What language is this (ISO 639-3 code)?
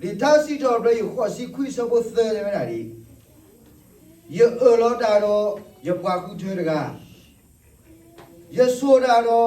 ksw